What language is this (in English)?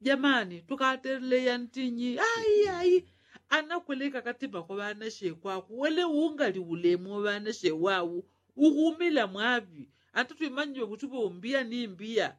Yao